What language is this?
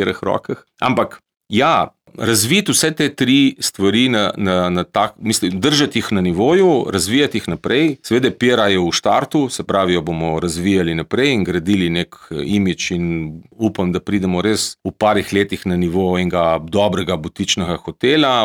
Slovenian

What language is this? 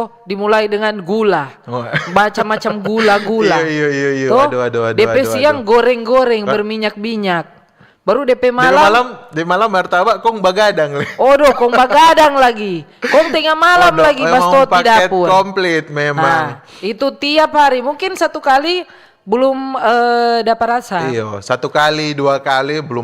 Manado Malay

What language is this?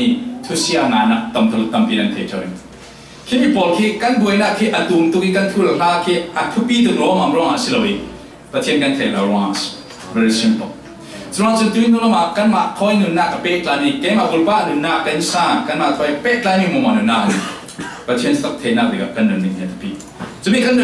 Falam Chin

